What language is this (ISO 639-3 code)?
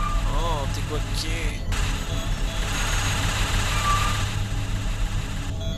fra